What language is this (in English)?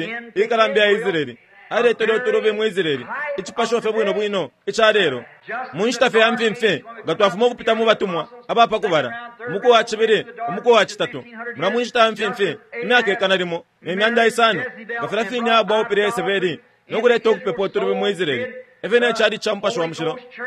Bemba